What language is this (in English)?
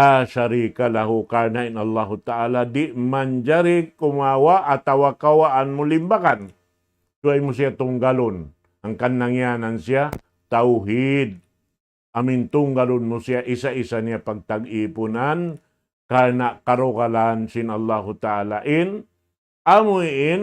Tausug